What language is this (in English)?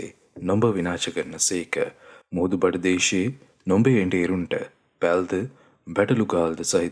Sinhala